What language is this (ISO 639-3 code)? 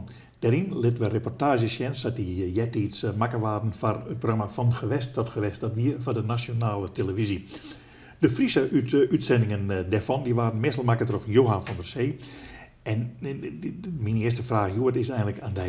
fry